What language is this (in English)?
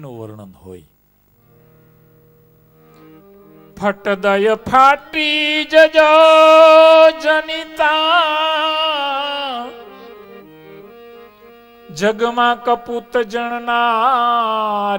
Gujarati